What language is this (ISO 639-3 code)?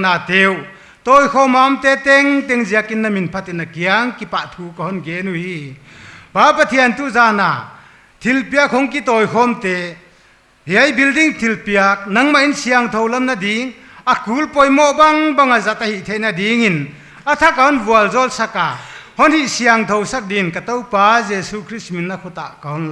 pck